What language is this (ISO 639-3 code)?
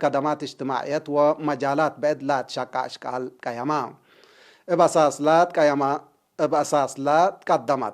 tig